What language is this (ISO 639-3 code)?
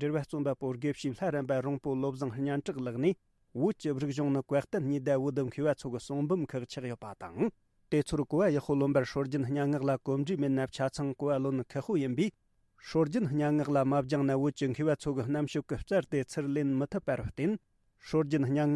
bod